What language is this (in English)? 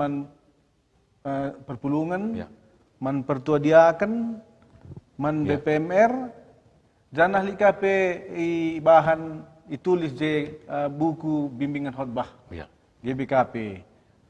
Batak Karo